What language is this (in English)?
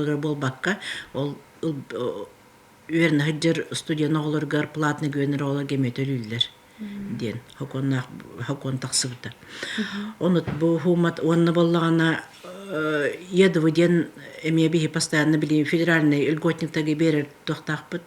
Yakut